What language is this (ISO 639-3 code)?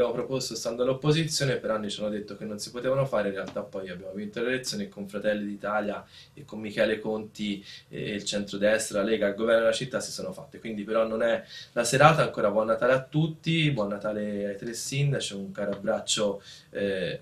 ita